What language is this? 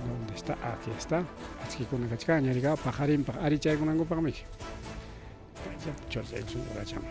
Ayacucho Quechua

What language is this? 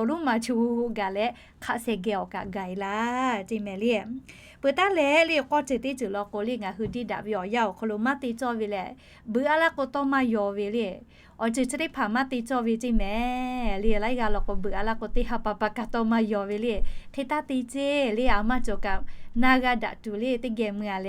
Lahu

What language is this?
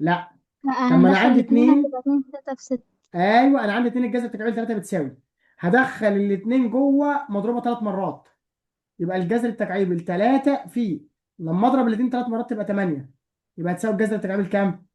Egyptian Arabic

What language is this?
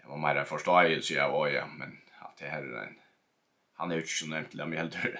Faroese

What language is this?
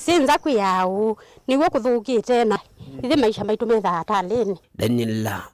Kamba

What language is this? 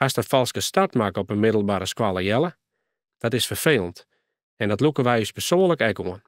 Western Frisian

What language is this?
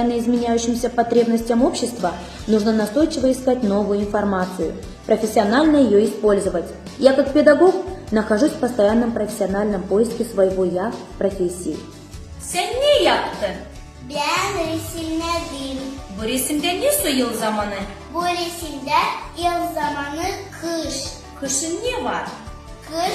Gagauz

